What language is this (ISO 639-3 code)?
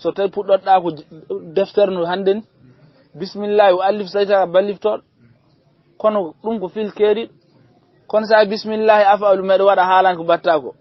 ful